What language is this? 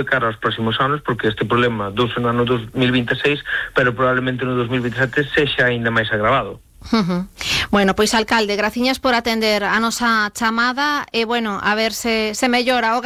Galician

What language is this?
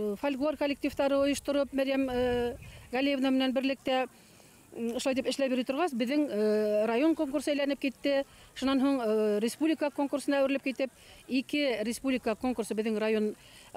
Bashkir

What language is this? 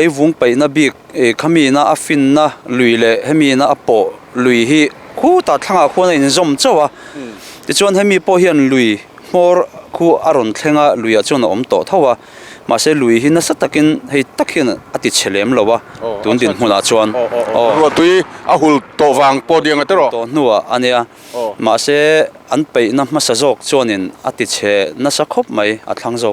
Mizo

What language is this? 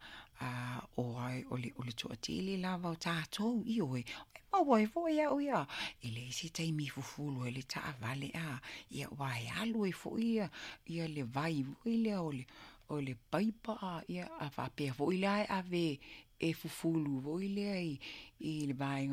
Samoan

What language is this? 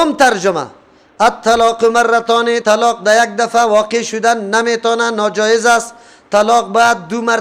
Persian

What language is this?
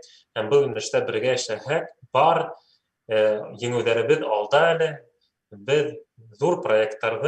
Bashkir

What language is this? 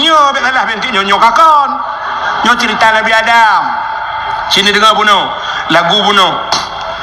Achinese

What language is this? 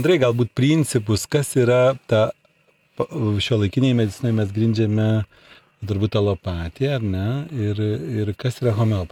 Lithuanian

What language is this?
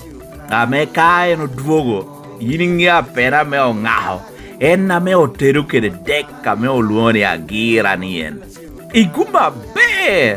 Lango (Uganda)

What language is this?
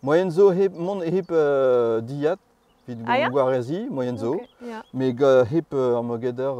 Breton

